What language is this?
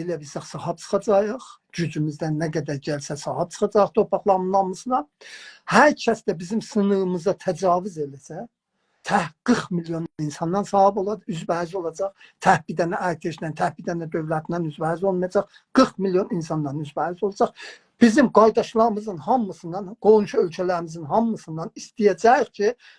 South Azerbaijani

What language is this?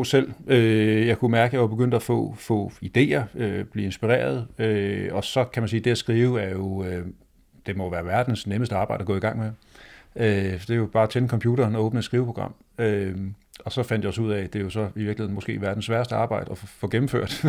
Danish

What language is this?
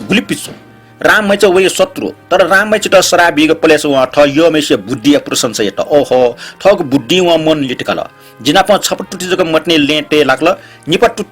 Newari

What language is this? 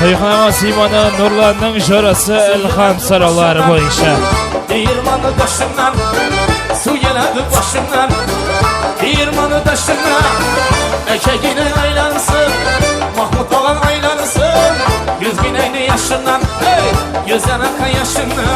Kara-Kalpak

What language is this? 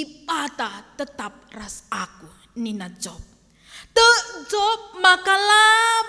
Batak Karo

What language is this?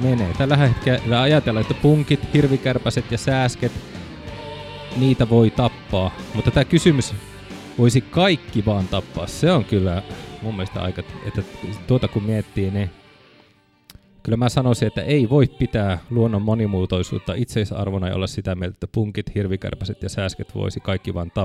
Finnish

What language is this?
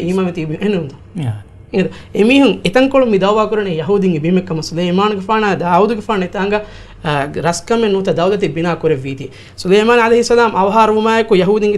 Divehi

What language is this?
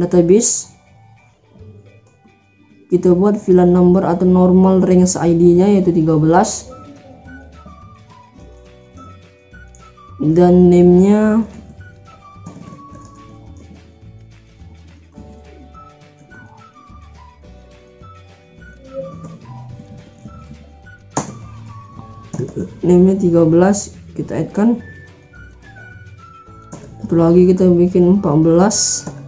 Indonesian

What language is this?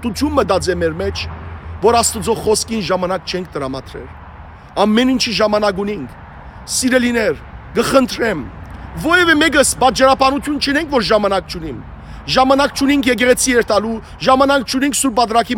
Western Armenian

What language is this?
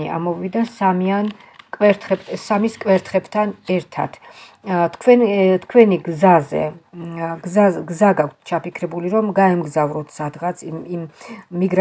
Georgian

